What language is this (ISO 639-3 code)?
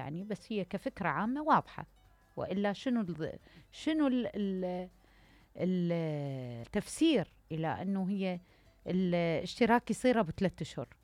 acm